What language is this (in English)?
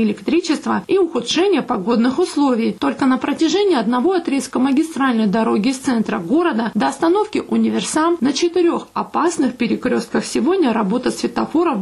Russian